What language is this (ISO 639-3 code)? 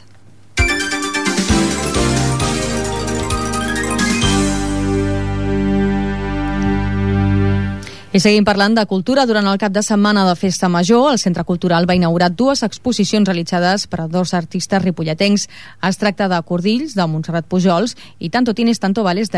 cat